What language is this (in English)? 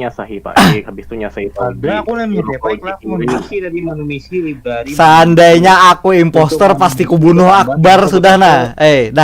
Banjar